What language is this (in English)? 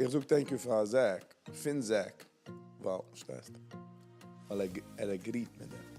Yiddish